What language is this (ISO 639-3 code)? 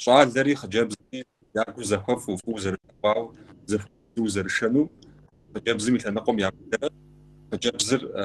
kbd